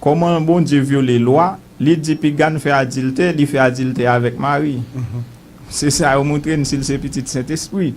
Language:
Haitian Creole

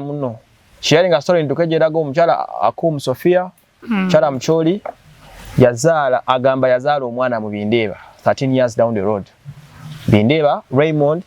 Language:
Ganda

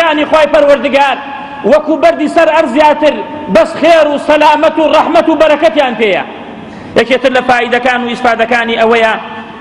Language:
Central Kurdish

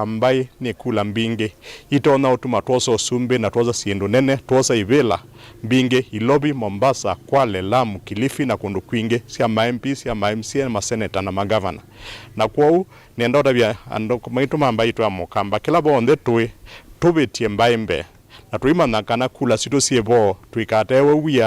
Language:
Kamba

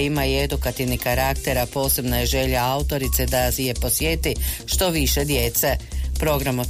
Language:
Croatian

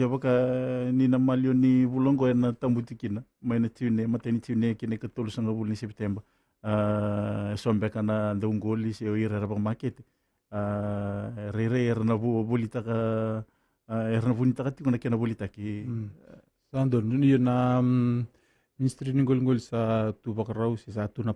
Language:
Fijian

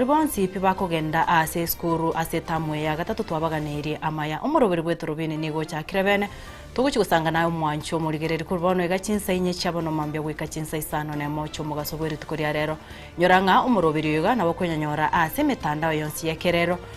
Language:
Gusii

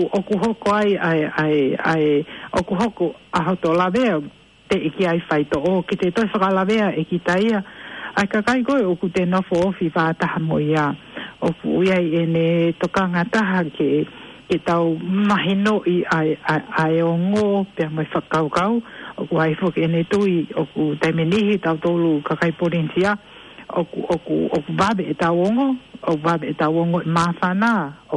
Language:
Tongan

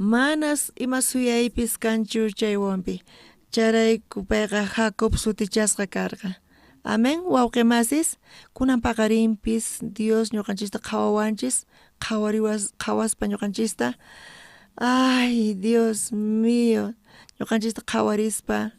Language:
South Bolivian Quechua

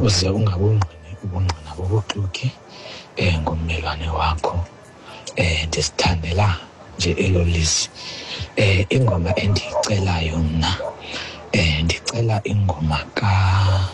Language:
Xhosa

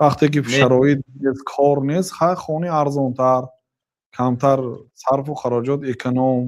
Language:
Tajik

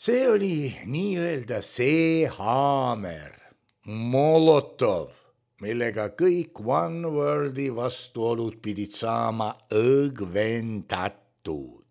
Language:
Estonian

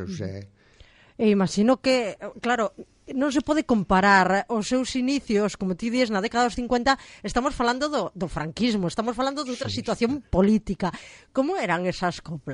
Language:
Galician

